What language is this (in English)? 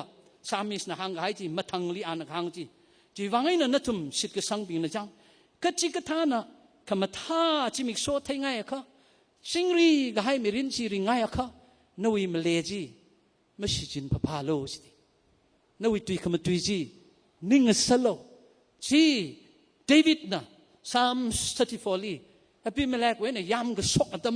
Tangkhul Naga (India)